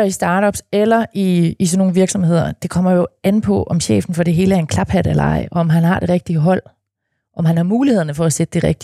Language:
Danish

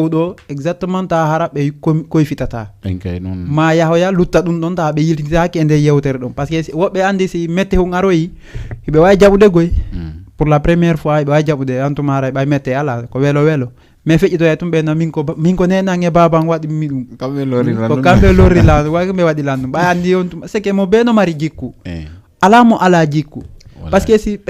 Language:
Fula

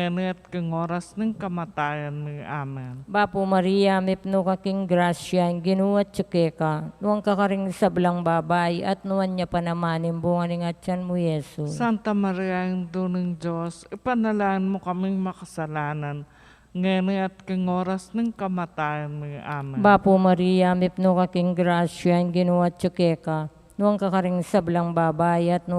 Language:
Pampanga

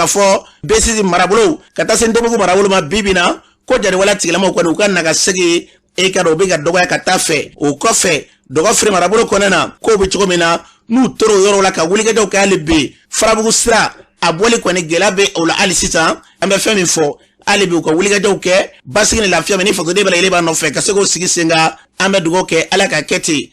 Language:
Bambara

